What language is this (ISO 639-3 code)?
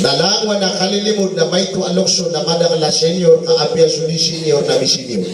mrw